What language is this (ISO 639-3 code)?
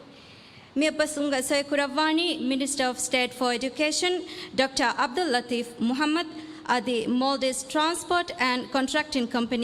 div